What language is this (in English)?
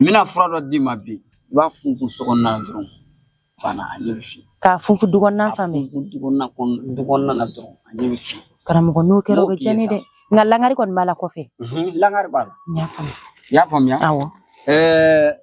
Bambara